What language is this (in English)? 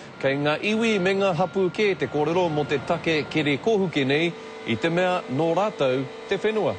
Māori